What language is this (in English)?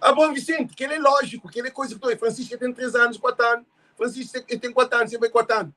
Kabuverdianu